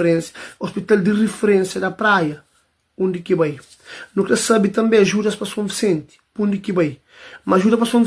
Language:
Kabuverdianu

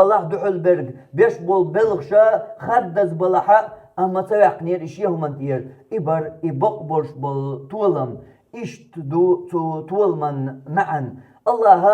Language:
Chechen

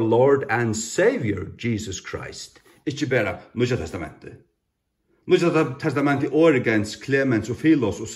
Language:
Faroese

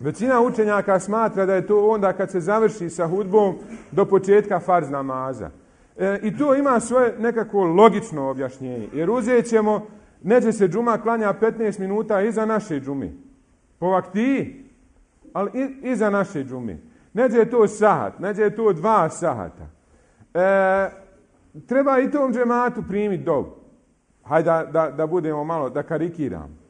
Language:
Bosnian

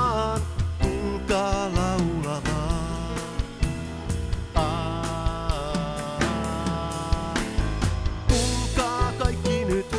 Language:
Finnish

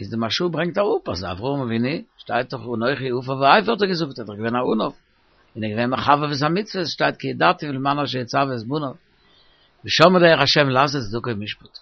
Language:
Yiddish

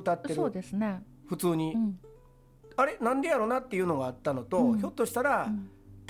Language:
Japanese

